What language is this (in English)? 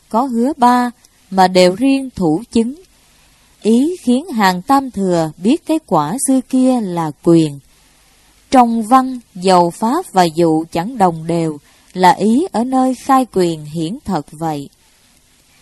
Vietnamese